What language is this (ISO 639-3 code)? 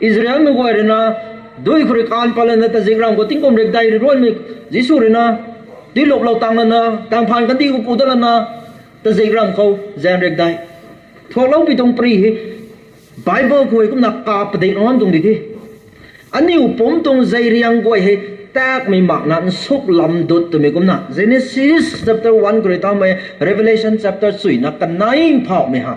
nbu